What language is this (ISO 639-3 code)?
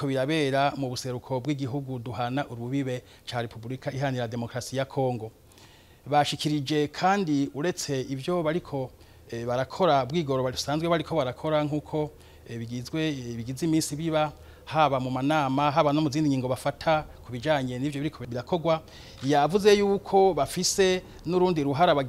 run